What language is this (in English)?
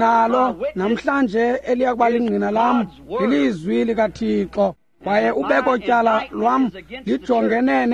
Xhosa